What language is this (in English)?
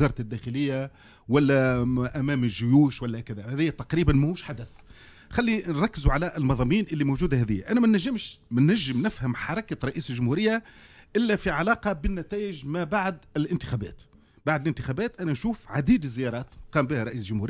Tunisian Arabic